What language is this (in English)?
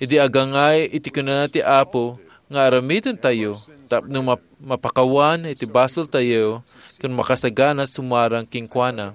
Iloko